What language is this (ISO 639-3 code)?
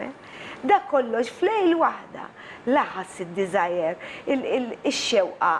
mlt